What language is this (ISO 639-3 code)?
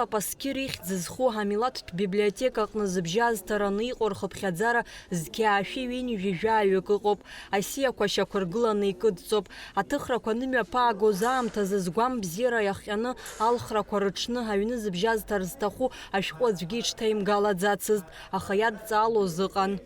abk